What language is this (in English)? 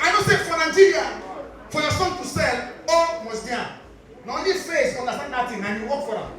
Nigerian Pidgin